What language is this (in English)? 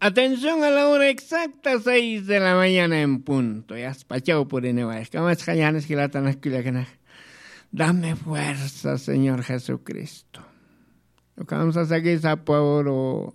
Aymara